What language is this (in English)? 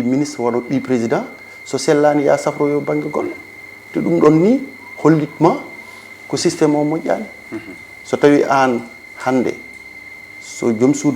Fula